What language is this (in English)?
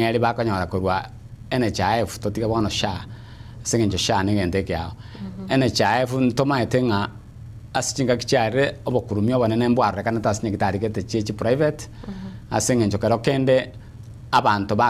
Gusii